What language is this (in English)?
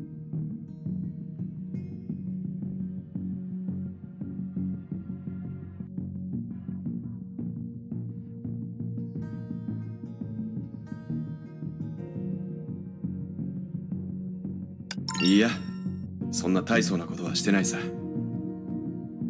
Japanese